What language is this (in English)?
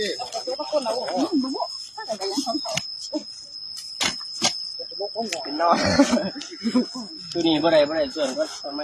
Lao